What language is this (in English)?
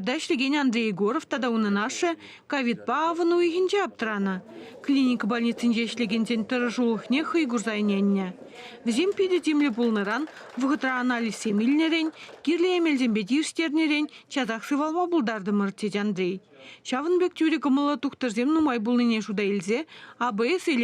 Chuvash